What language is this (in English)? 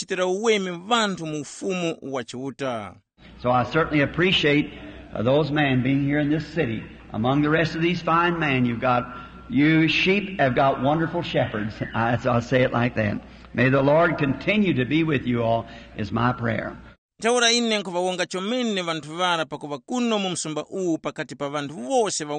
Tumbuka